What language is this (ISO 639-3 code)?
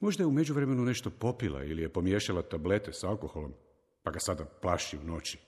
hrv